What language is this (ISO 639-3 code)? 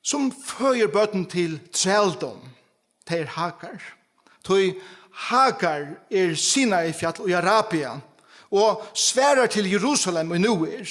fao